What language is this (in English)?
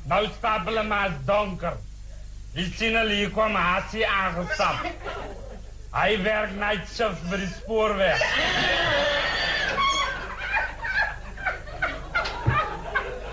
Afrikaans